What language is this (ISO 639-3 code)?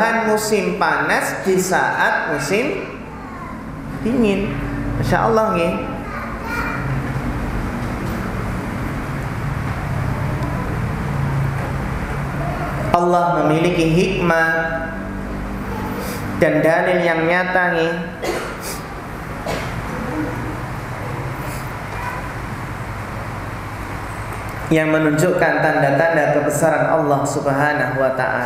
ind